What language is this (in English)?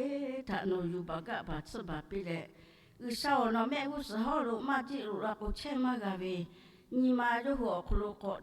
Lahu